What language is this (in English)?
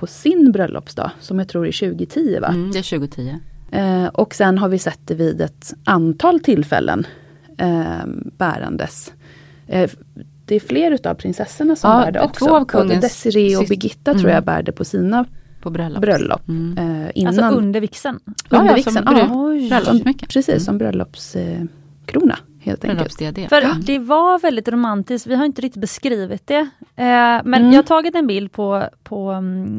Swedish